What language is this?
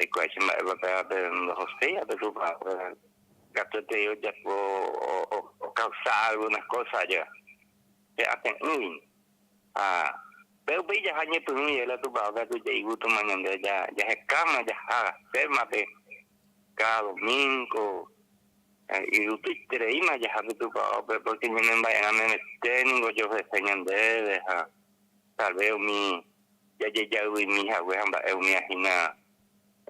Guarani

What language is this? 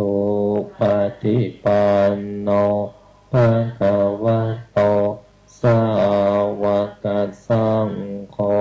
Pali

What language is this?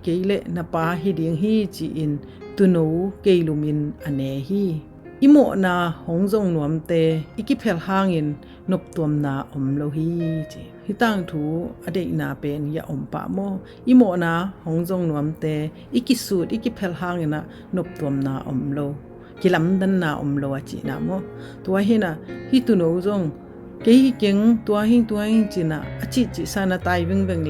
Tedim Chin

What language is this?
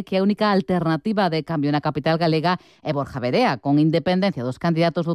Galician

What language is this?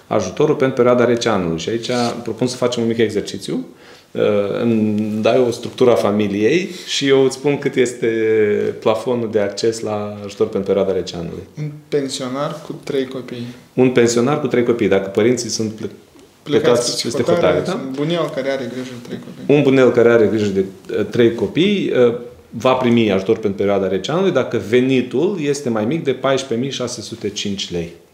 Romanian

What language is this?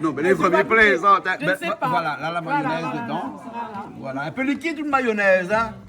Réunion Creole French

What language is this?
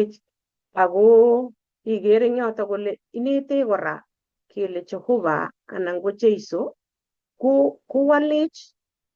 Kalenjin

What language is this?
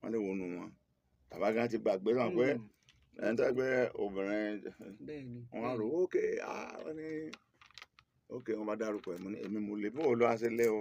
Yoruba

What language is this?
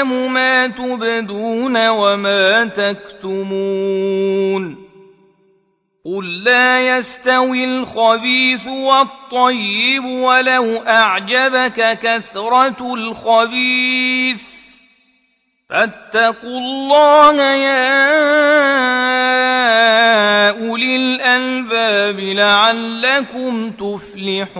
Arabic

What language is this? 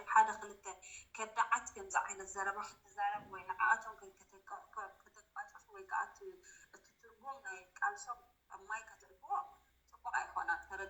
Tigrinya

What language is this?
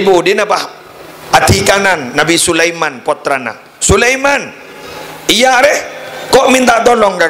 Madurese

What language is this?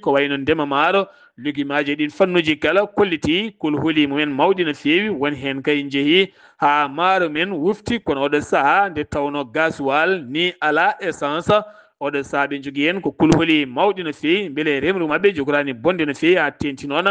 Fula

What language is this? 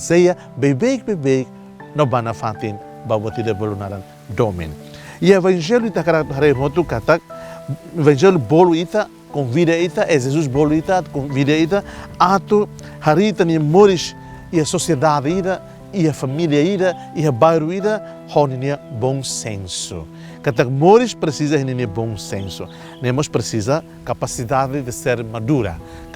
Tetum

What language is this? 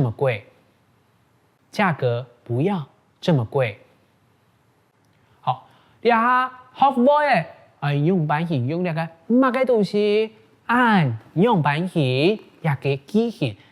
Hakka Chinese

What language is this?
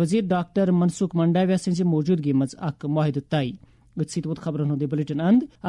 Kashmiri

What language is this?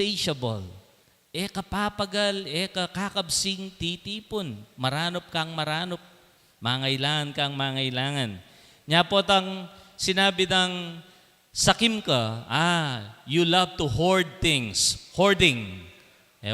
Pampanga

